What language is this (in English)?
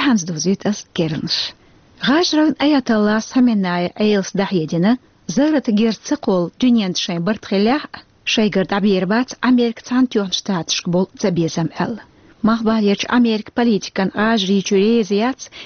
Chechen